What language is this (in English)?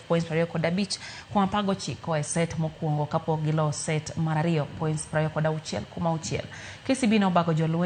Luo (Kenya and Tanzania)